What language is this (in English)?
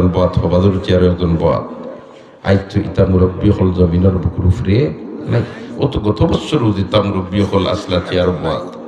Sylheti